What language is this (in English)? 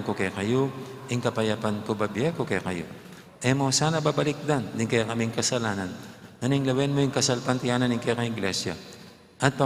Pampanga